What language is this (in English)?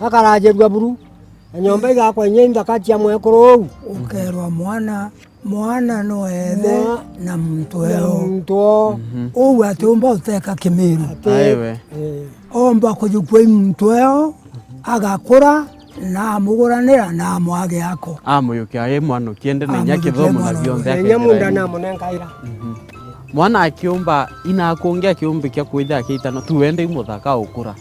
Meru